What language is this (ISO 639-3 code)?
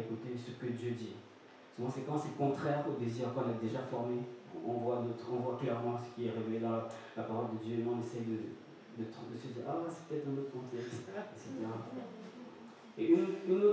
fra